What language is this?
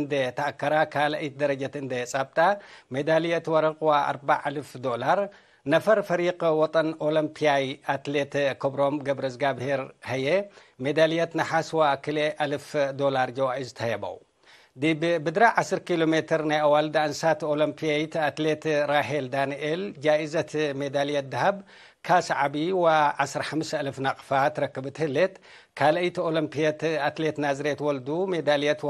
Tigre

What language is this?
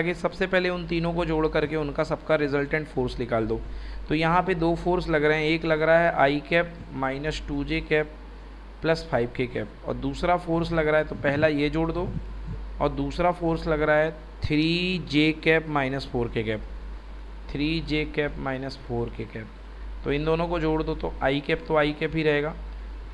Hindi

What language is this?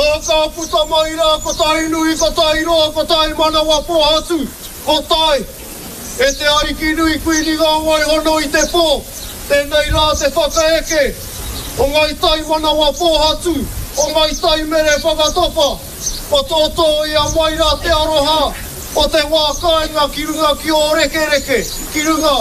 Māori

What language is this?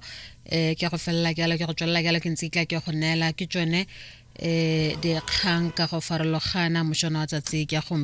Tswana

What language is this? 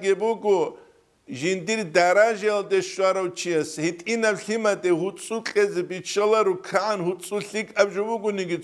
Avaric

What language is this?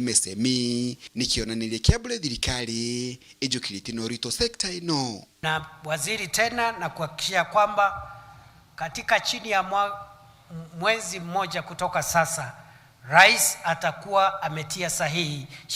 Meru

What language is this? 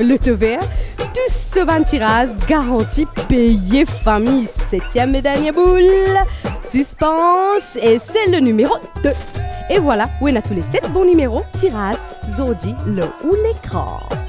Morisyen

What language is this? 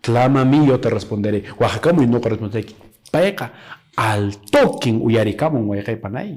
Quechua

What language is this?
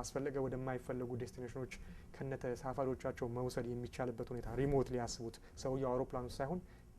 Amharic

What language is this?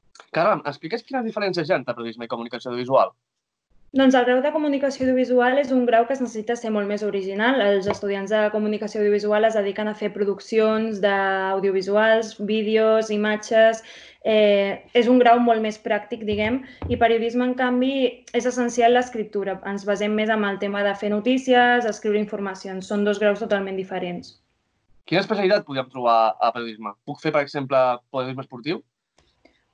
Catalan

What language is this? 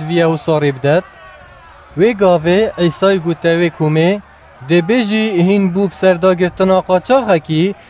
Kurdish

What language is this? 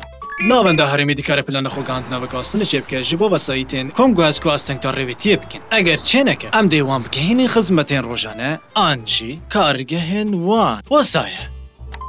Kurdish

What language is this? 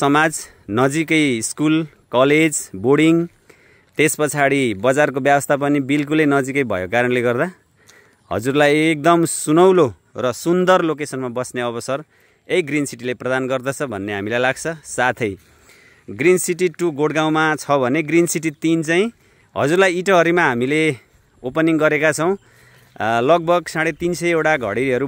Nepali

